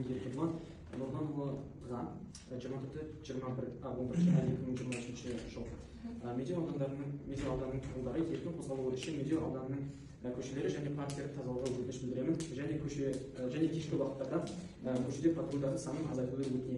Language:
Kazakh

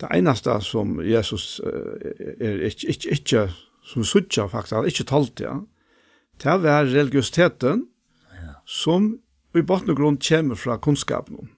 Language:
Faroese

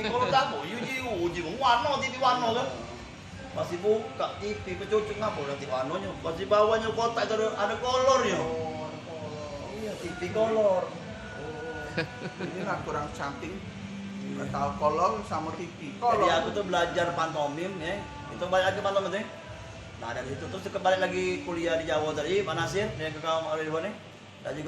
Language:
Musi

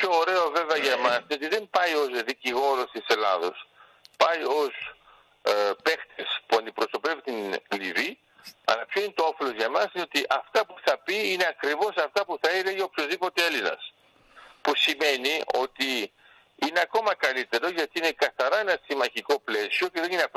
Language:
Greek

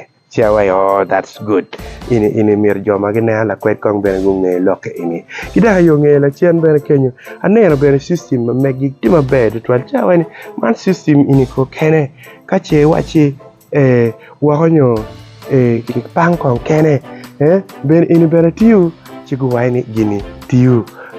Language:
Acoli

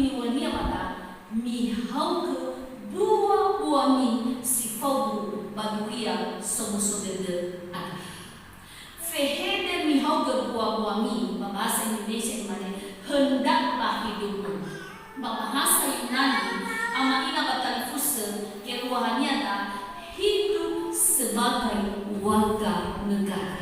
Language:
Nias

